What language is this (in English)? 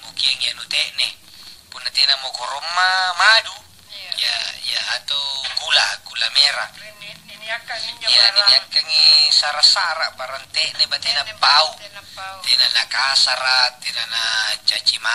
Makasar